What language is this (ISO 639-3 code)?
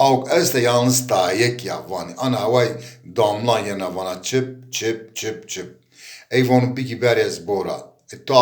zza